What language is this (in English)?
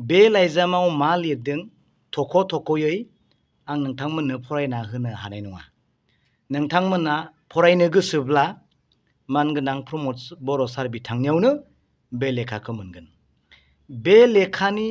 Bodo